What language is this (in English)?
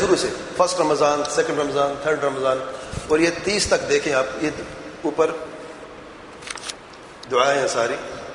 Urdu